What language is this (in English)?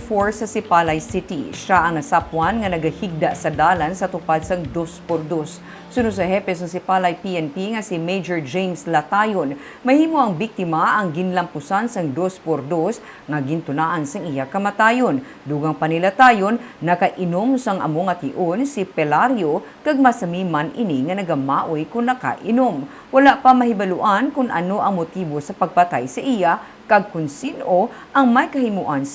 Hiligaynon